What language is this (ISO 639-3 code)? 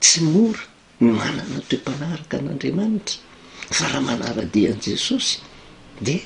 mlg